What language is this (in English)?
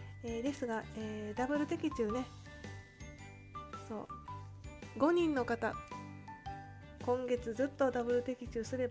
Japanese